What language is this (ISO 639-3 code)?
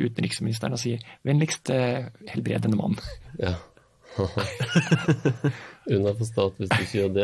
nor